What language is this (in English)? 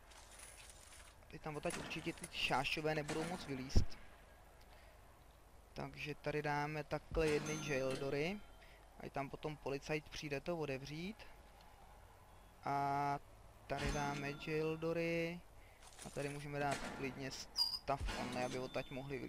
Czech